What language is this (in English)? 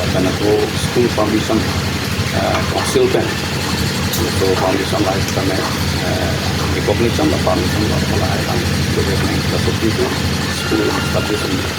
Karbi